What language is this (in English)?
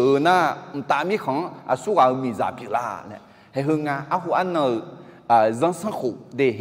Akha